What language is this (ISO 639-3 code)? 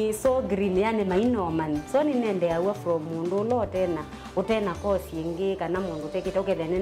kam